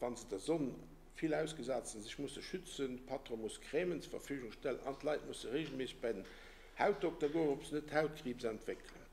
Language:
Luxembourgish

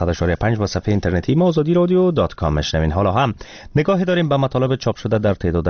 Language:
Persian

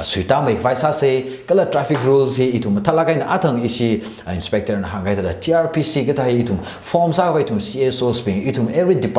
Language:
Tangkhul Naga (India)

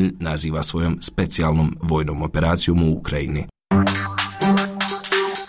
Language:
Croatian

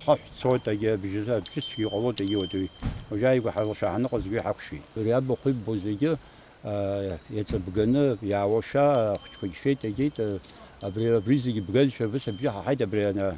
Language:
Abkhazian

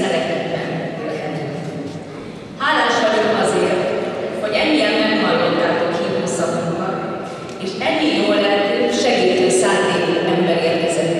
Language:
Hungarian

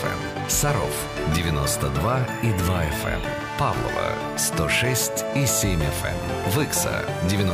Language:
Russian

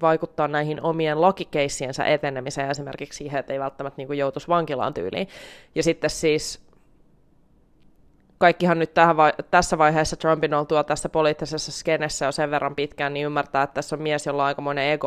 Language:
Finnish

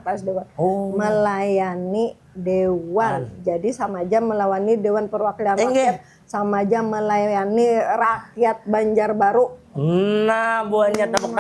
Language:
Banjar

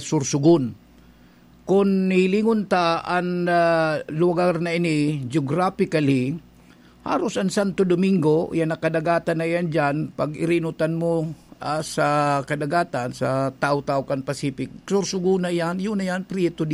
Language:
Bikol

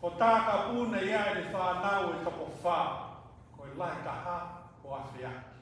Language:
Tongan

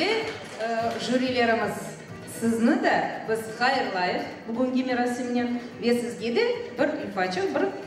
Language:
Crimean Tatar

